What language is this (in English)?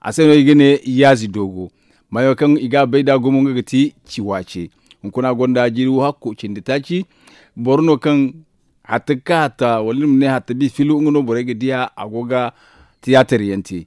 Zarma